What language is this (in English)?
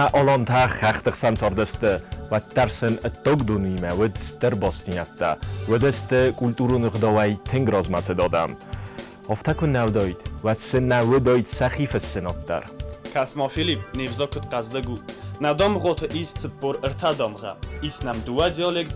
Ossetic